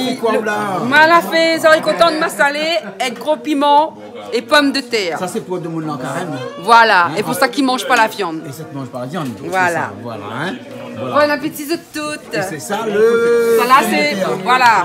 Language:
Réunion Creole French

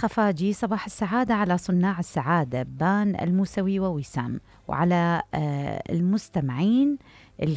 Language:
Mesopotamian Arabic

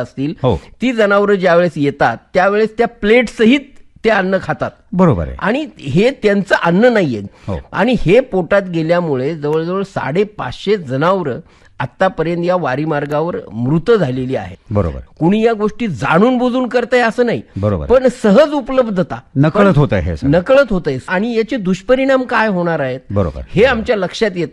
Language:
Marathi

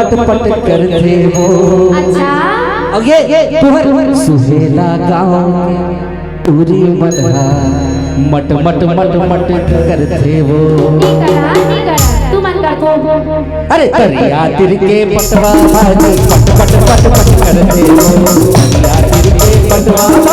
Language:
Chhattisgarhi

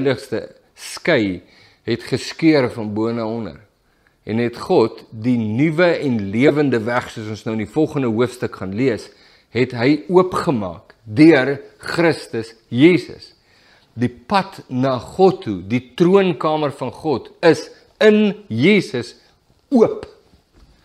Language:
Afrikaans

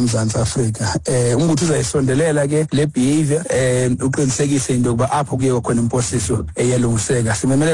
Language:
Xhosa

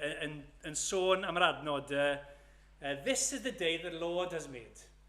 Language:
Welsh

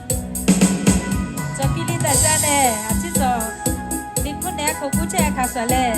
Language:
Lahu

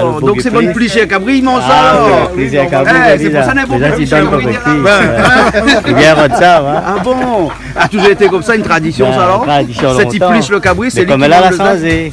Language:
Réunion Creole French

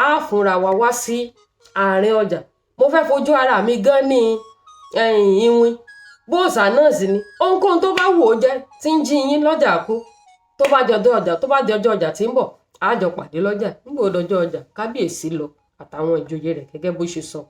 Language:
Yoruba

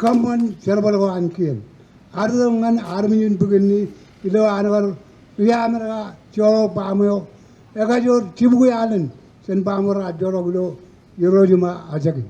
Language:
Marshallese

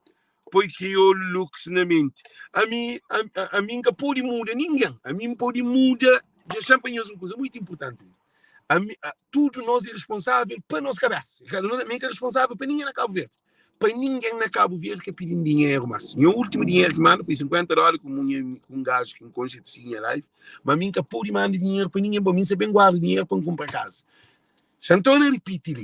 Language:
Kabuverdianu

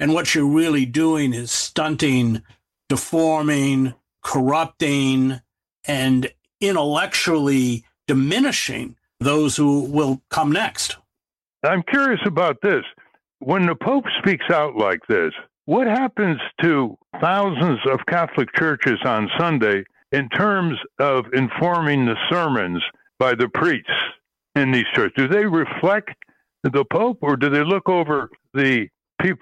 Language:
English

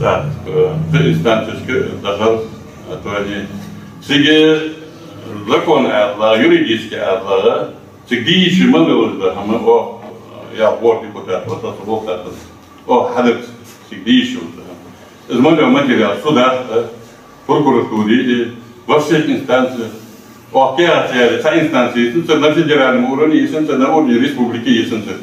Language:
Ingush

